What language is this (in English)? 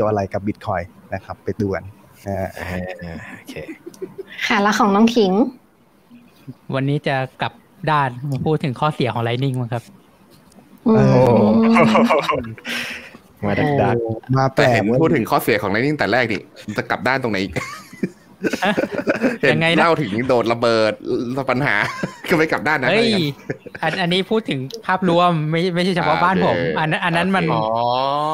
Thai